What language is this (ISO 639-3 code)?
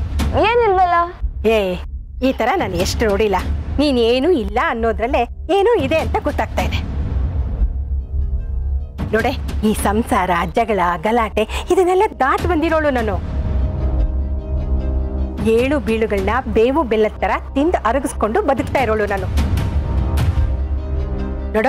kan